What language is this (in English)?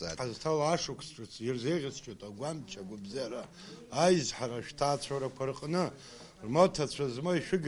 Abkhazian